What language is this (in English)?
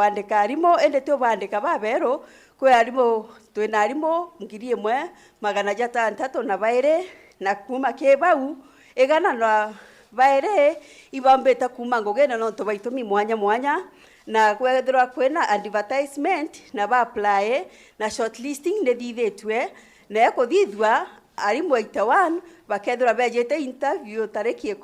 Meru